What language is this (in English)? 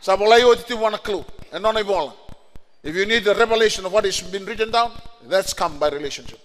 Fijian